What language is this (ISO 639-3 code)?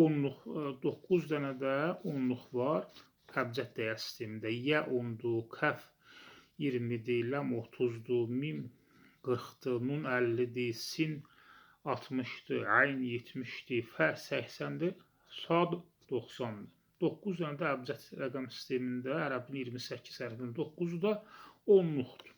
aze